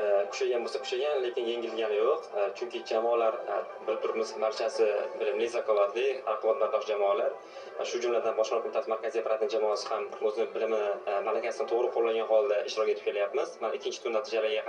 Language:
Uzbek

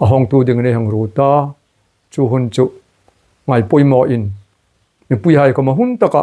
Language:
Hmar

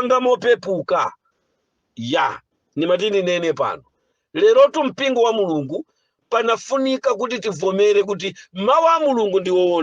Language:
Nyanja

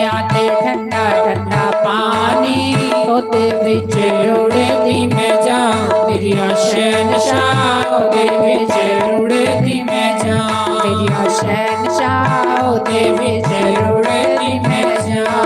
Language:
Dogri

